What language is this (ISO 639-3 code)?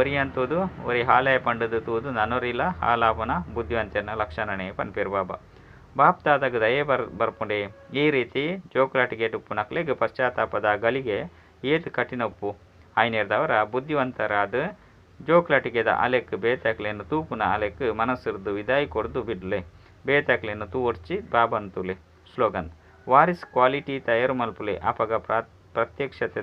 tcy